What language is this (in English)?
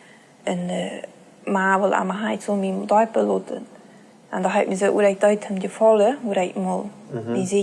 Plautdietsch